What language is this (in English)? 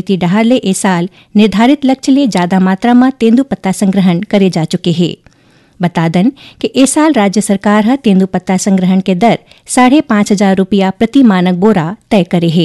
Chhattisgarhi